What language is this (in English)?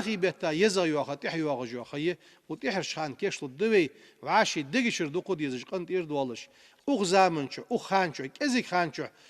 Ingush